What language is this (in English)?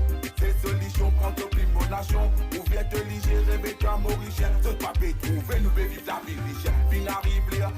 Morisyen